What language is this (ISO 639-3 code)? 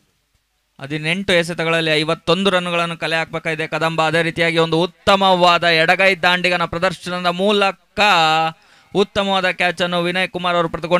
kan